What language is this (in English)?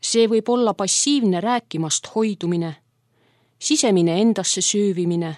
Estonian